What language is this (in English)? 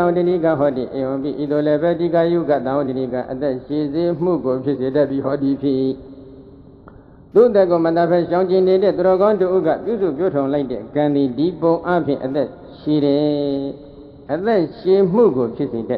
Burmese